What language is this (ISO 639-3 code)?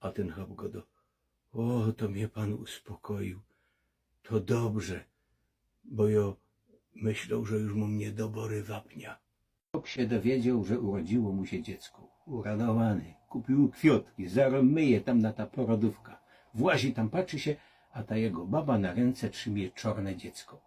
szl